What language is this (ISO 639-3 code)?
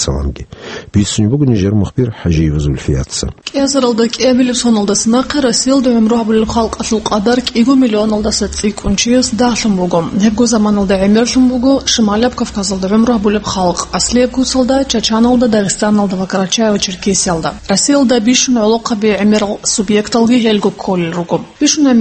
ava